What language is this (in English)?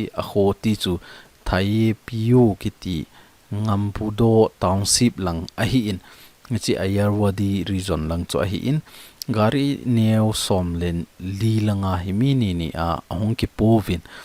Thado Chin